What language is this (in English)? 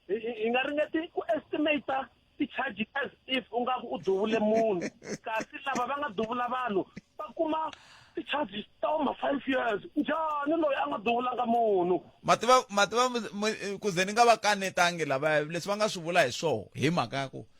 Tsonga